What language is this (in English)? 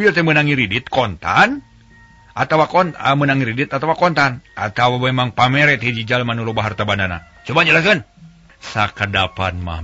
Sundanese